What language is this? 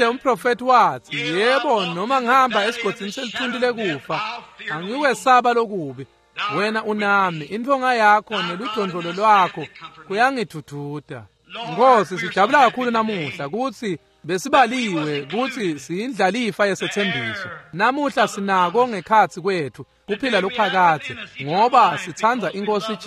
Swati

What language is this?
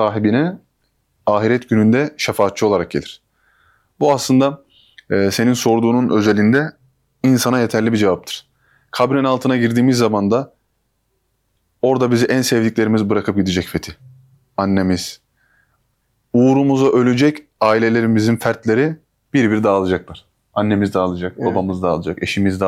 Turkish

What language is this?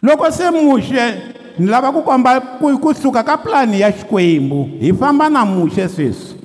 Tsonga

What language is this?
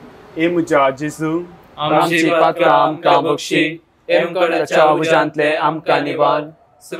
Konkani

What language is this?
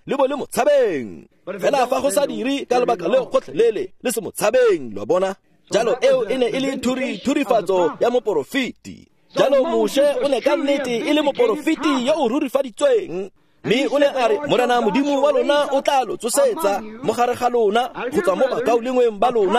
Tswana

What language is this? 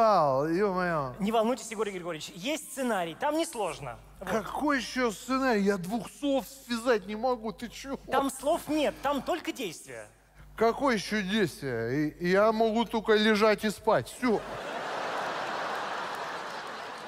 Russian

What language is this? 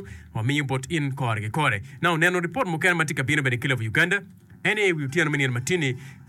Acoli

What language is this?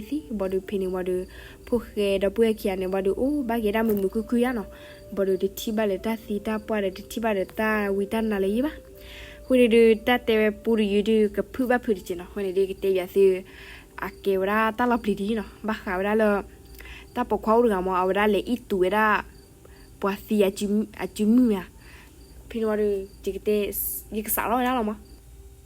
S'gaw Karen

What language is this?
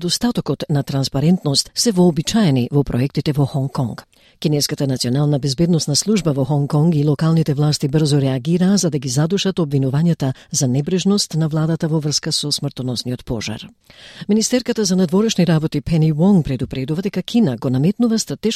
Macedonian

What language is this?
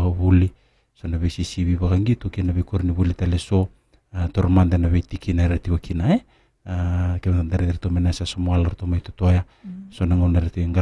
Fijian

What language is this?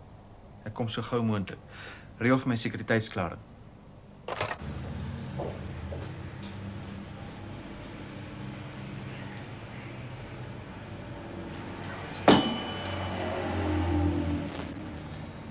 Afrikaans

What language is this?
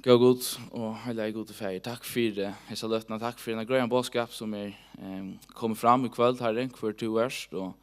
Faroese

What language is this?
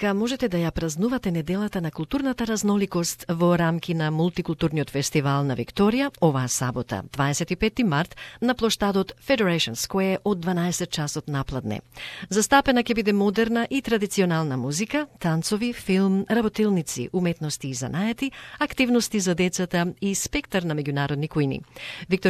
Macedonian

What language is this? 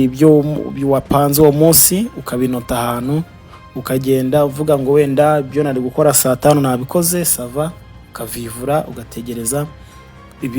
Kinyarwanda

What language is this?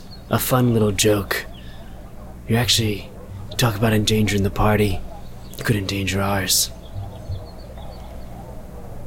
English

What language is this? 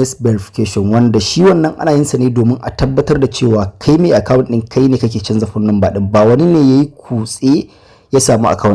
Hausa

